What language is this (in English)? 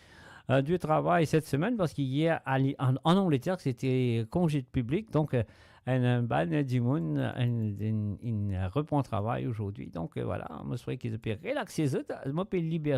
Morisyen